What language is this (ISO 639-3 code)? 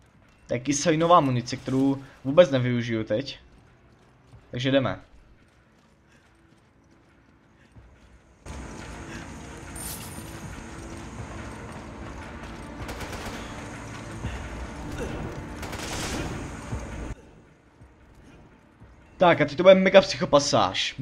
ces